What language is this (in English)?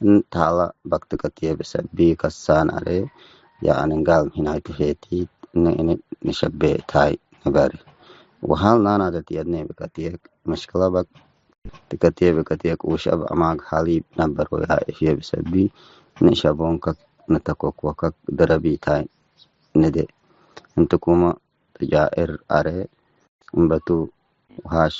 Tigre